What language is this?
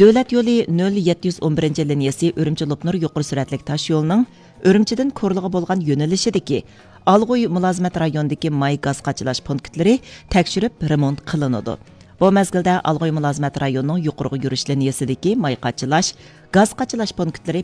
Uyghur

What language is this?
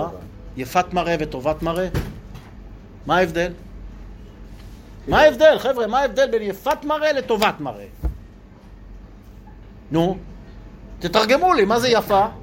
Hebrew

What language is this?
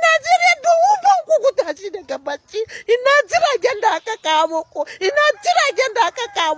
Hausa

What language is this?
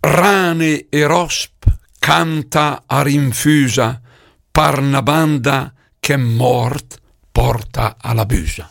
Lombard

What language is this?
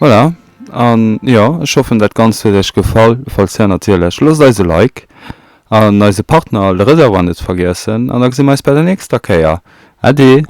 Luxembourgish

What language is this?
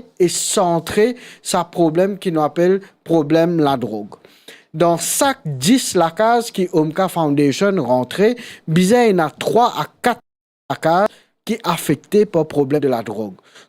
Morisyen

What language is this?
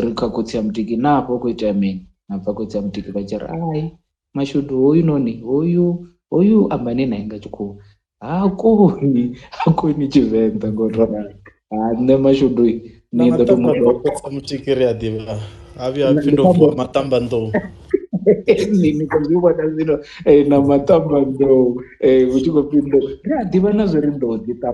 Venda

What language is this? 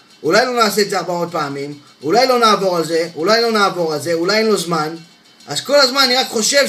Hebrew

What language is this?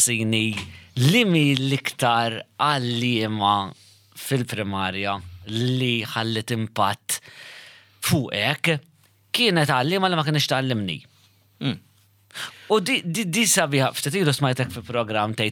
Maltese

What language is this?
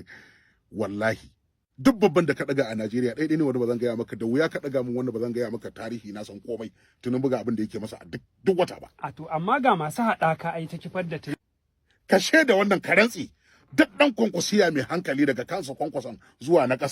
Hausa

